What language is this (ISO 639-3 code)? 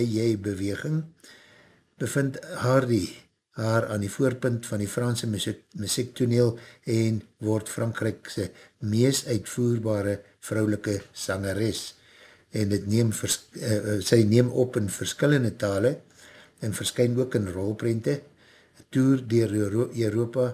afr